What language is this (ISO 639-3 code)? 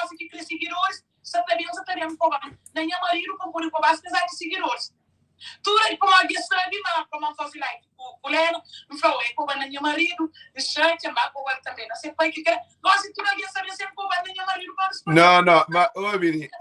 kea